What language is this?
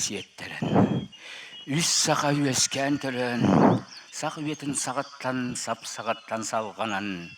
Yakut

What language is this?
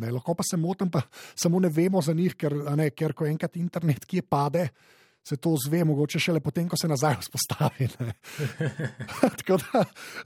Slovenian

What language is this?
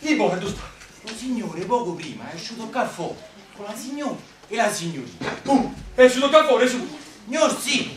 Neapolitan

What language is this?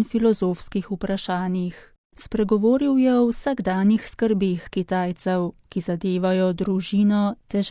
Slovenian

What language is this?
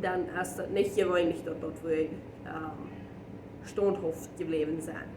Plautdietsch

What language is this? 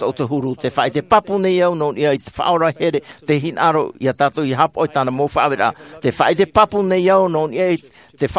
Tahitian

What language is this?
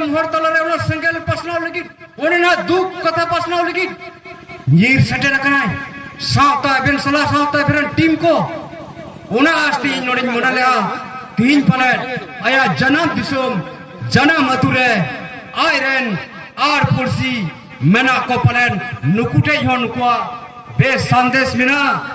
Santali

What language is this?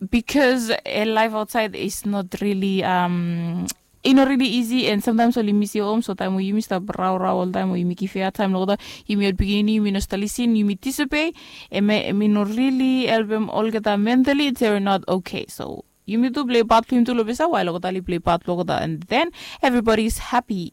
Bislama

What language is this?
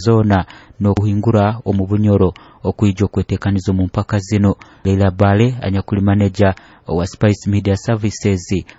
Nyoro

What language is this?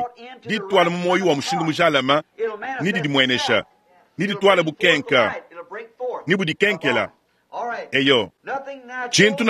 Luba-Lulua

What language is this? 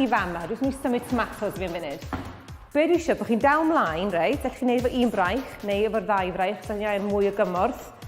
Welsh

